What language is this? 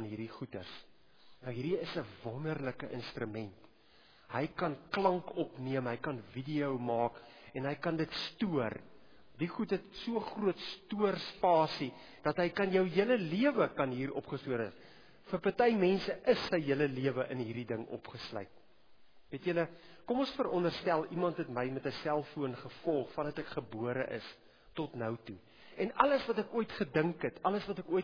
Afrikaans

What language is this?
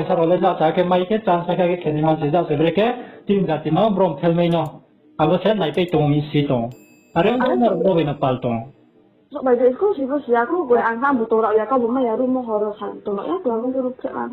Riang (India)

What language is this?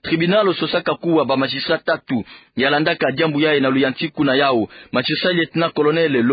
Kituba (Democratic Republic of Congo)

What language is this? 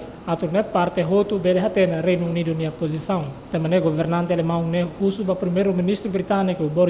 Tetum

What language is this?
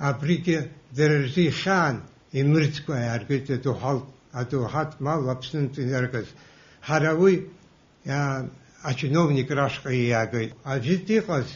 Abkhazian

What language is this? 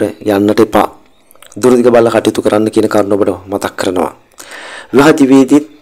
Sinhala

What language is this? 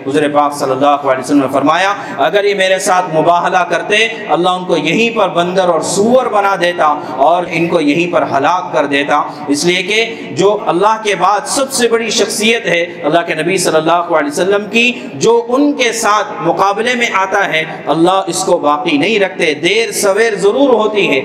Urdu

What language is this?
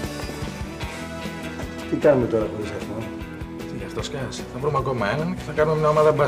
Greek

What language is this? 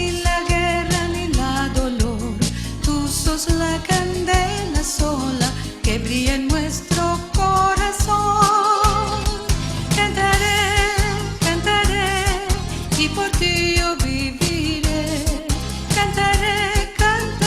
Ladino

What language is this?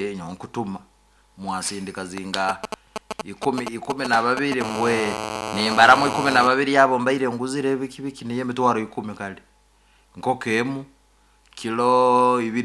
Nyoro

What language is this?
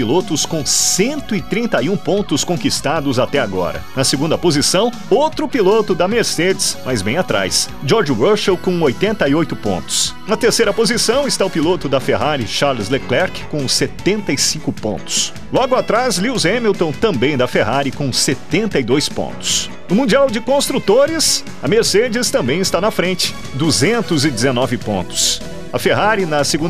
Portuguese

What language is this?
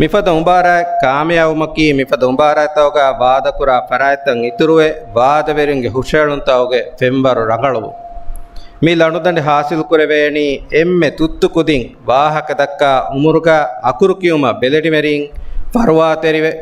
Divehi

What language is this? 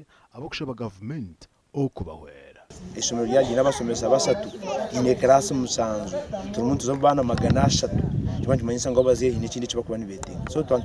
Nyankole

